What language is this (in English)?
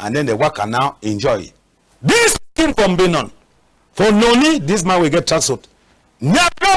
Cameroon Pidgin